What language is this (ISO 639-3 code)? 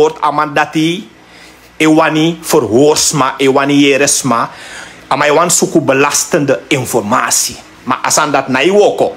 srn